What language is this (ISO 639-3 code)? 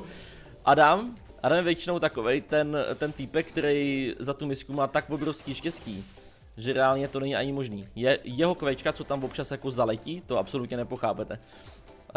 ces